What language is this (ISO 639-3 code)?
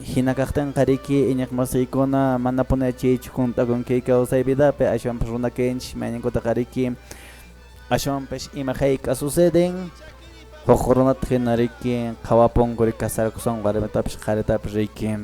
que